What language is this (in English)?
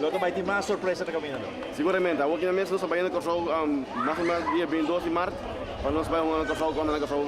Papiamento